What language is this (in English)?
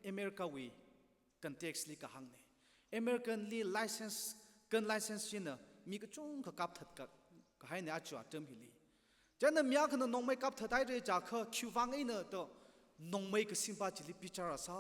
Tangkhul Naga (India)